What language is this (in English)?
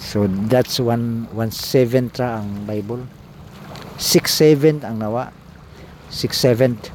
Cebuano